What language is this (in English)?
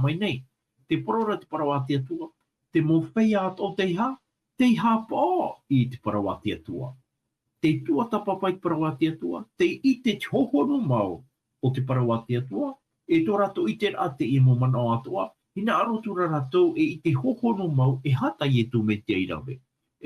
Tahitian